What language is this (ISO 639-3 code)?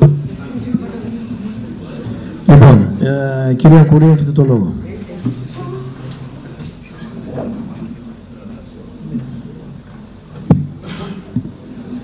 ell